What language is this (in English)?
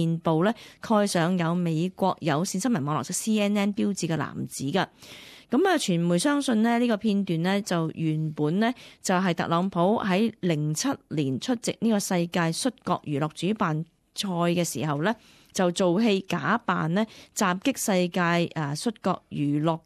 Cantonese